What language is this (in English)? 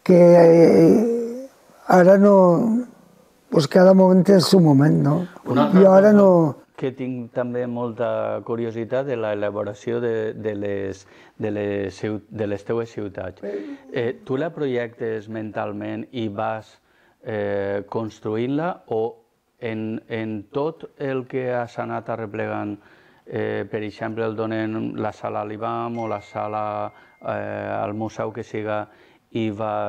Catalan